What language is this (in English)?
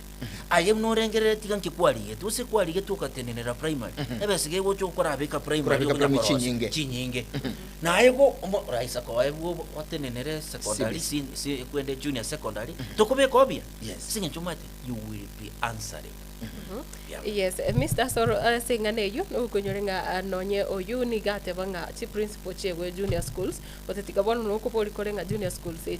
Gusii